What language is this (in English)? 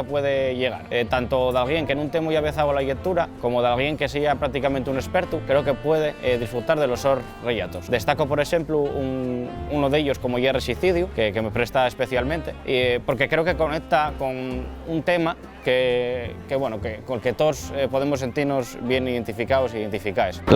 Asturian